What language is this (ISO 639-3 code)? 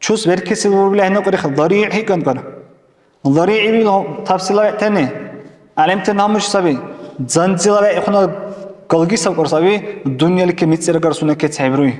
dar